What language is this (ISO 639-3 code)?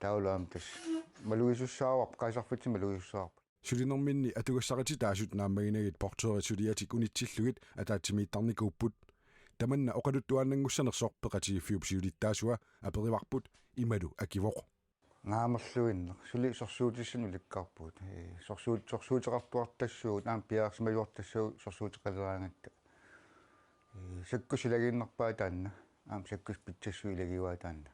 kal